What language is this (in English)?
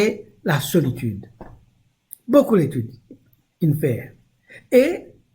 Morisyen